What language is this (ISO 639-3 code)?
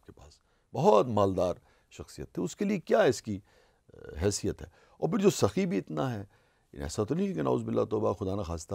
urd